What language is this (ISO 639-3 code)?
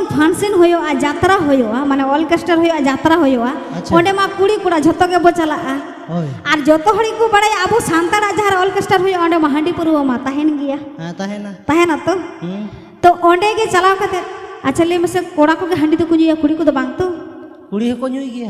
sat